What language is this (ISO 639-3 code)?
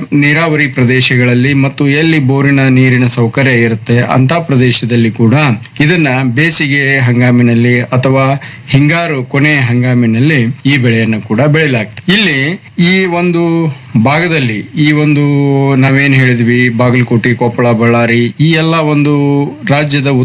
kan